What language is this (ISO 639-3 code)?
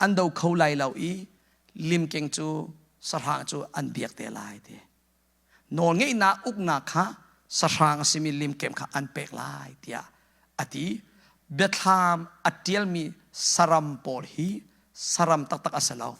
cnh